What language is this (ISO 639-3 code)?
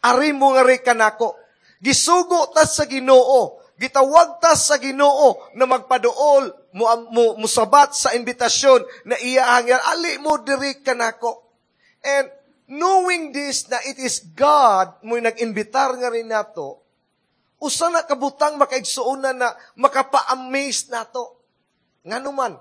ceb